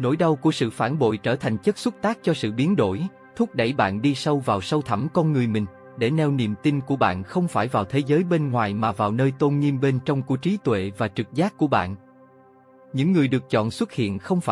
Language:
Vietnamese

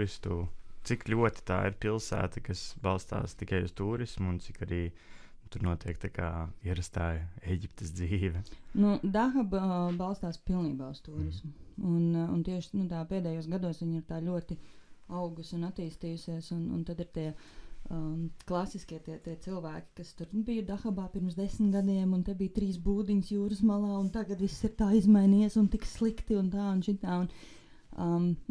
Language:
Latvian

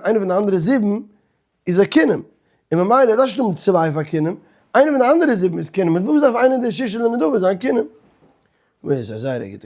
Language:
Yiddish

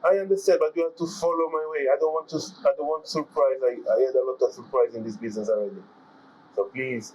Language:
Jamaican Creole English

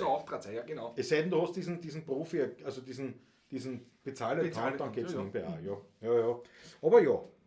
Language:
Bavarian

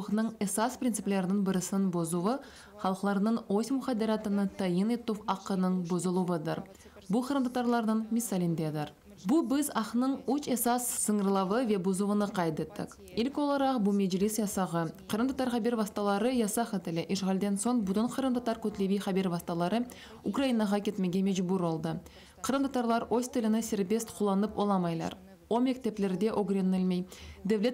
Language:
Crimean Tatar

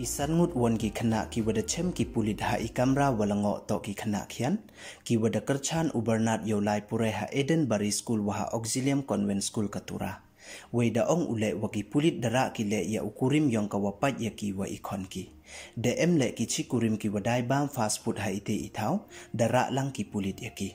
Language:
Pnar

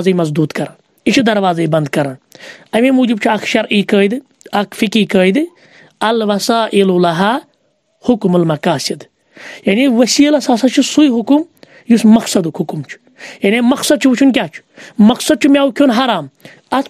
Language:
Kashmiri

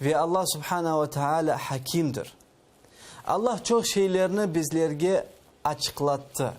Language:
Crimean Tatar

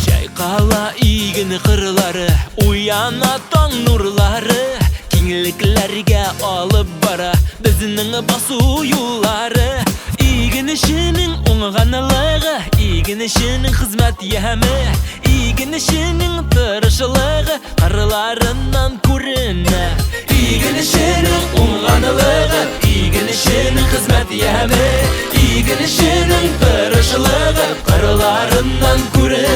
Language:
Bashkir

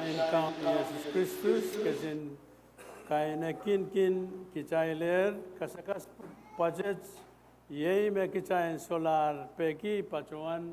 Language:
Pohnpeian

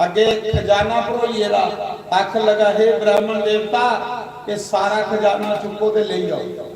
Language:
Dogri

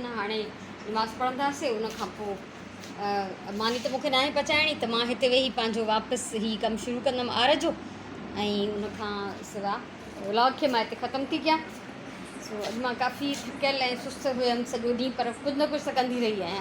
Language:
Sindhi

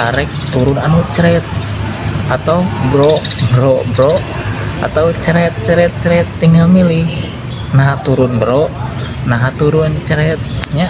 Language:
Sundanese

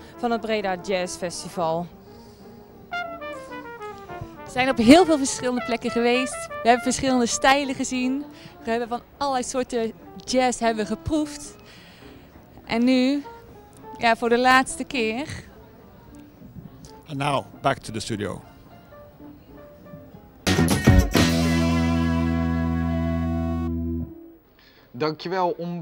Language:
Dutch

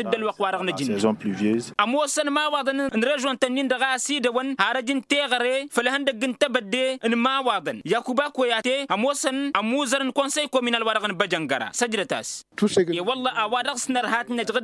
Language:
Tamasheq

